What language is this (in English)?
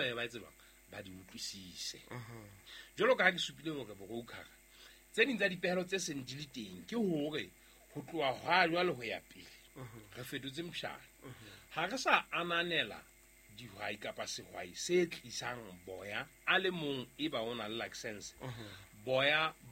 Southern Sotho